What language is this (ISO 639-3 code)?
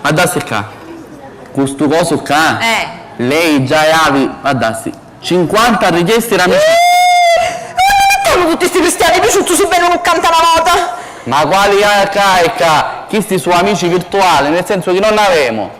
scn